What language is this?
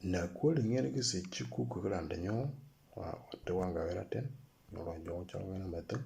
Moro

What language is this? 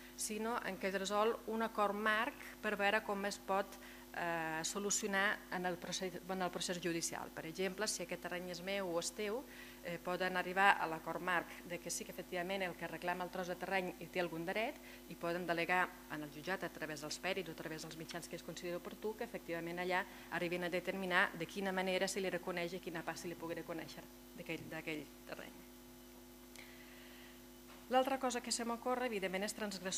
Catalan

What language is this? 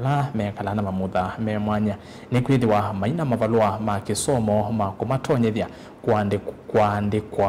Kamba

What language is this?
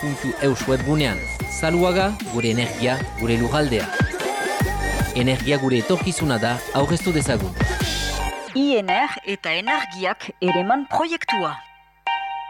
Basque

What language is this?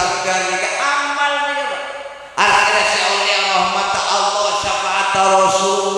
Madurese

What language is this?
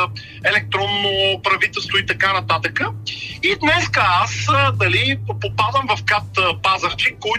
Bulgarian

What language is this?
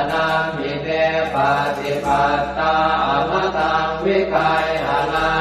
Pali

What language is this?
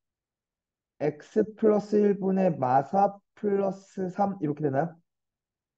Korean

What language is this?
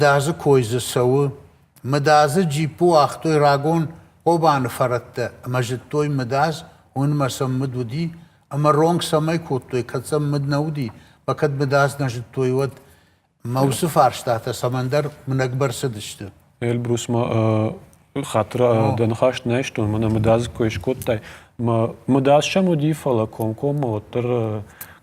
Ossetic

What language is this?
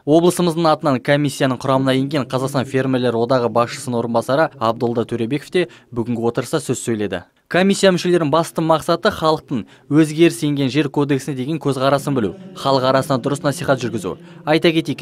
Kazakh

